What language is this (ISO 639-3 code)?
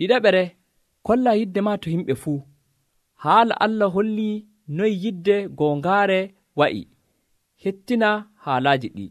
fuv